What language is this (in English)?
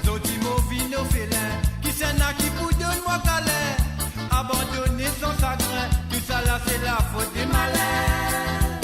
Morisyen